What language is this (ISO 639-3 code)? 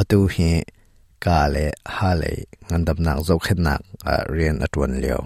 cnh